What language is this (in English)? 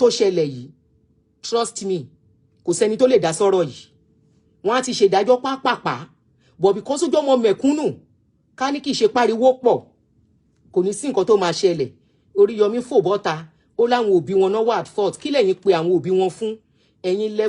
Yoruba